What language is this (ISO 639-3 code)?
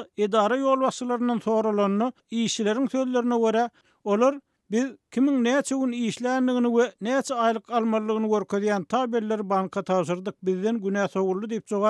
tuk